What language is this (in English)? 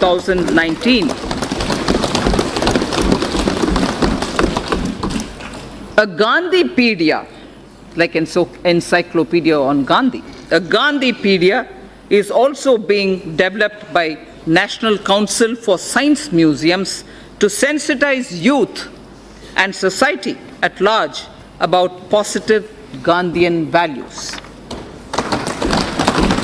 English